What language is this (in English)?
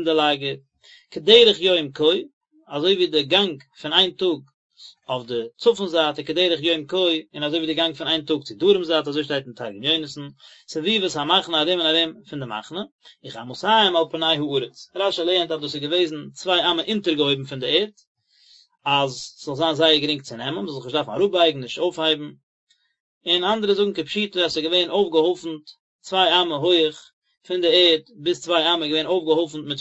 Yiddish